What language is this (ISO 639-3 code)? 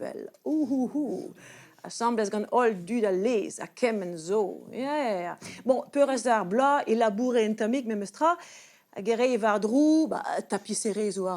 bre